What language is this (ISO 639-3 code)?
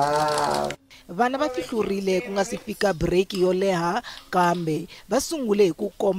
tso